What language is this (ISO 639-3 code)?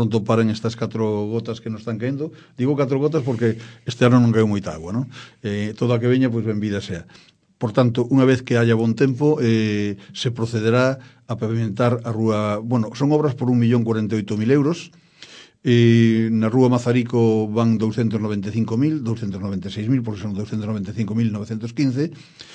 glg